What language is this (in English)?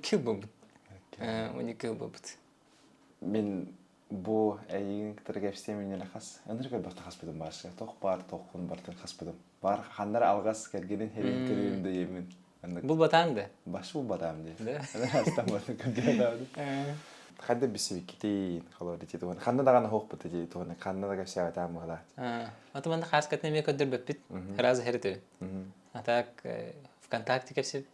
Yakut